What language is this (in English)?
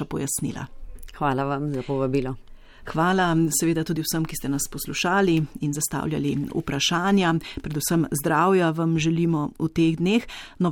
Slovenian